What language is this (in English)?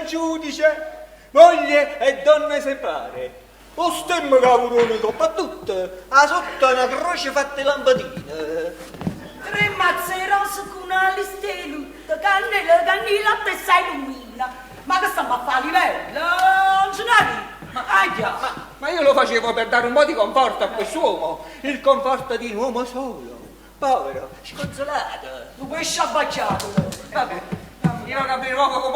Neapolitan